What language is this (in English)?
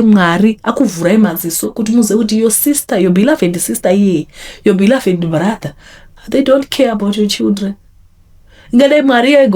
Shona